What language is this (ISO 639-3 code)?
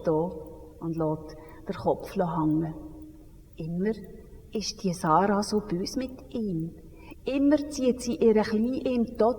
gsw